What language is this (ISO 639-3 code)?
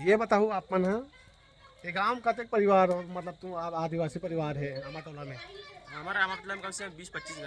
hne